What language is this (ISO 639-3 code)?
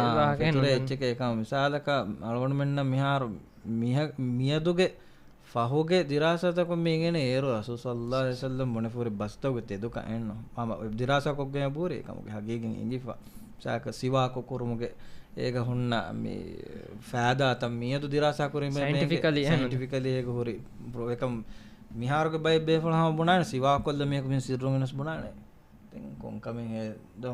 div